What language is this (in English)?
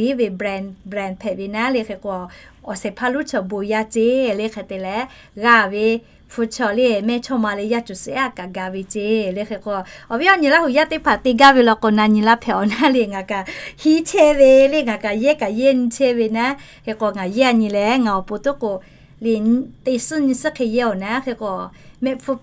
Lahu